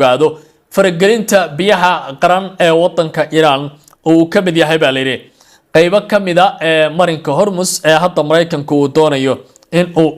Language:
Somali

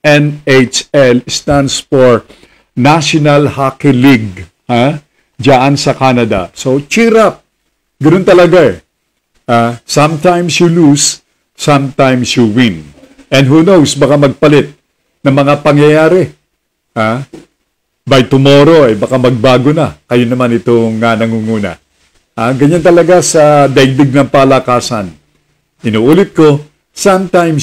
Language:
Filipino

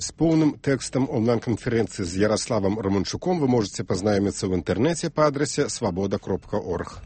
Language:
Belarusian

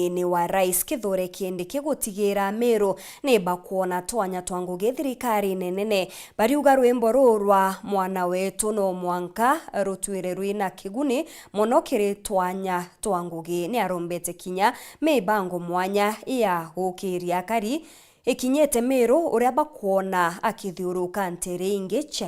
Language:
Meru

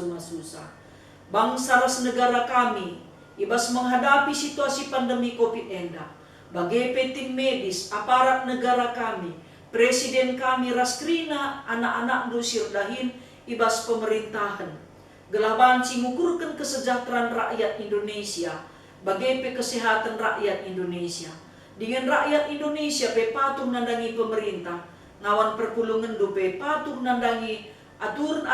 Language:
Batak Karo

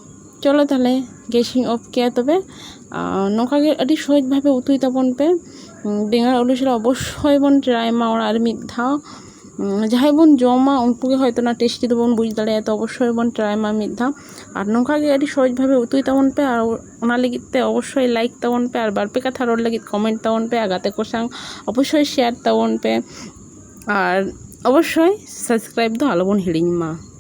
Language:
Santali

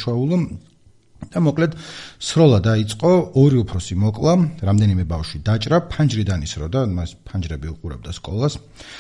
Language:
Georgian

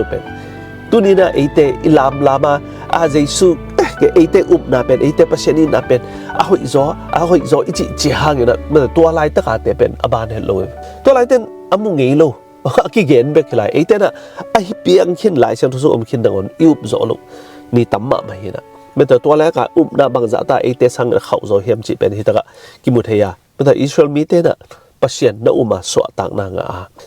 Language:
Tedim Chin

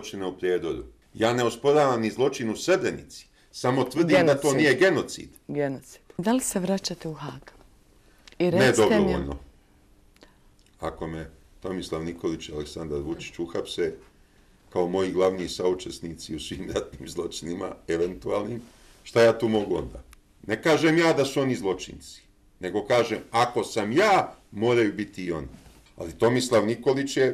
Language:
Bosnian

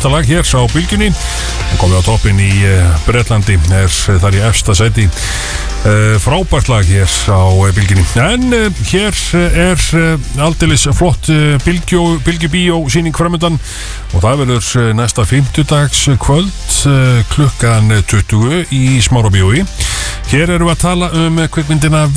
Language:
Icelandic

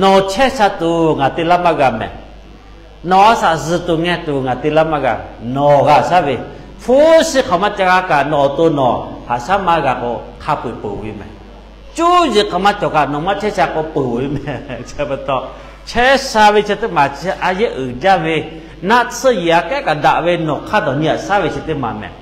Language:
Lahu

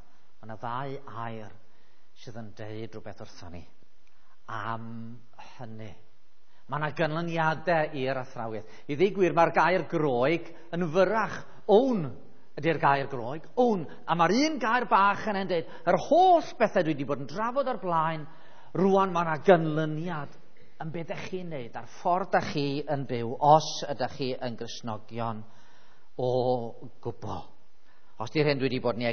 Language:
Welsh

